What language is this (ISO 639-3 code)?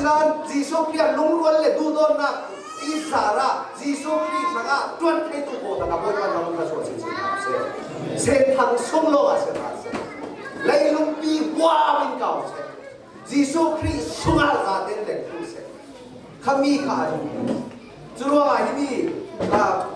cnh